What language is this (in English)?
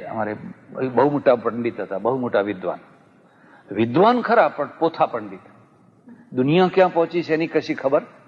Gujarati